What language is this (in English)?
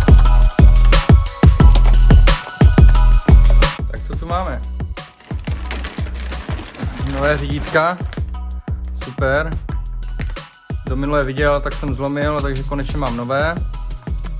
Czech